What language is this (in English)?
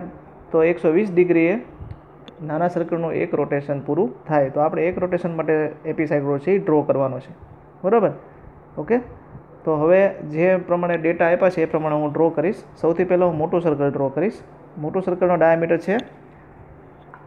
Gujarati